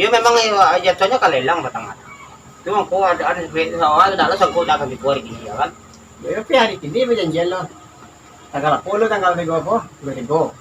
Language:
Minangkabau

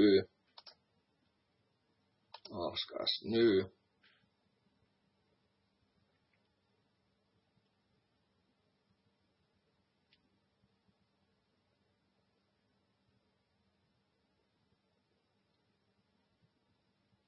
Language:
Finnish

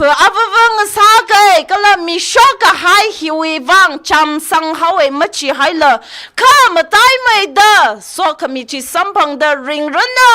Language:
Tangkhul Naga (India)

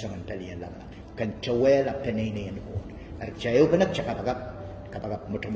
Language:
Pohnpeian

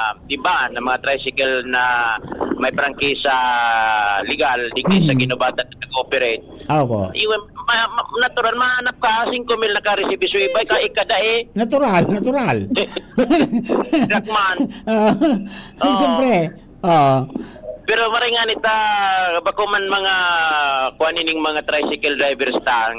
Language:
Bikol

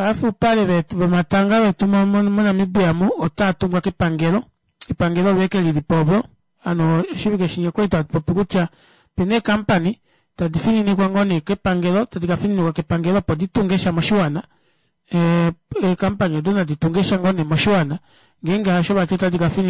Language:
Kuanyama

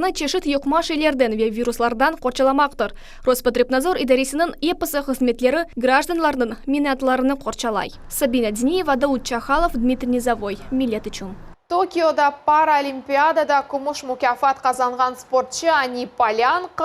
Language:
Crimean Tatar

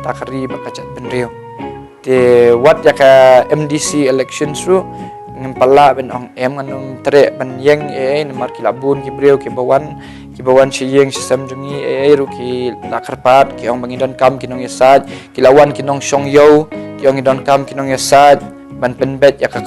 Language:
Khasi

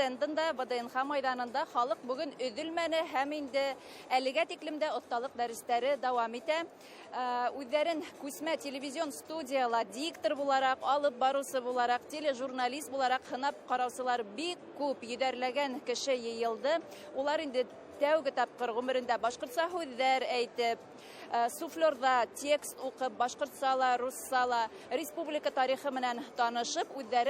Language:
Bashkir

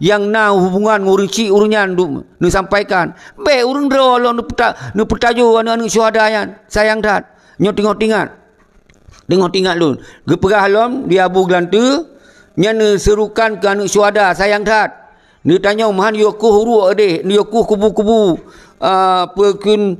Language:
Achinese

